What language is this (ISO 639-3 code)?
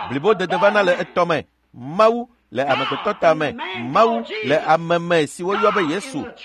ewe